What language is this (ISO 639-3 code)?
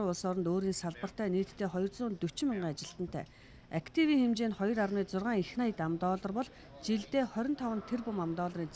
mon